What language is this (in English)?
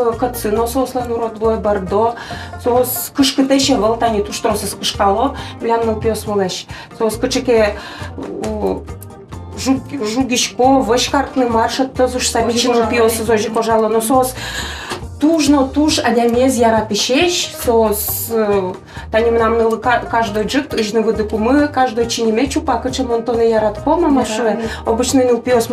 Udmurt